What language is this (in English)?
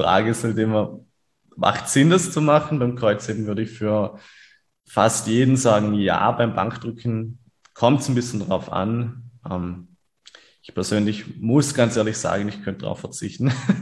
German